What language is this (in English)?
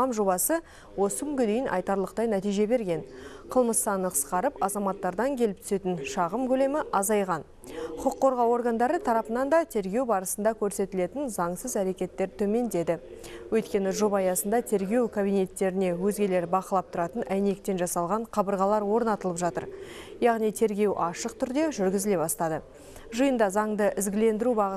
Kazakh